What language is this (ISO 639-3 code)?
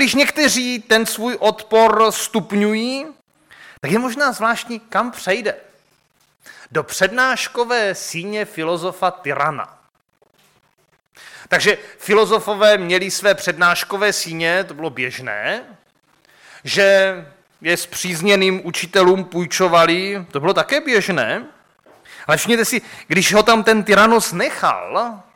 ces